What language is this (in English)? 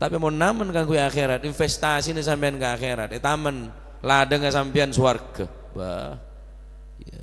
Madurese